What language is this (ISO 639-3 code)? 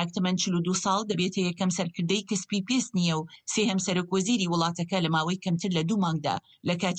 ckb